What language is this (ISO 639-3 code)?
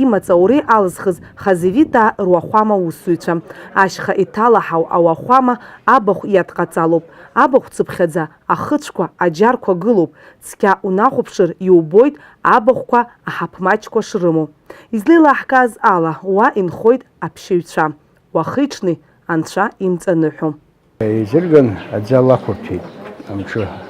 abk